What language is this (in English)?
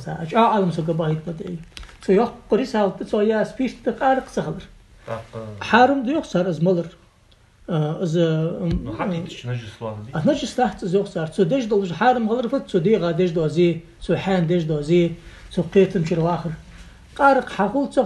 Ingush